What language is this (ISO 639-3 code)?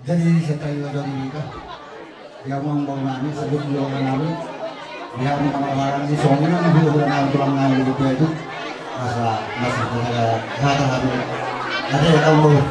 bbc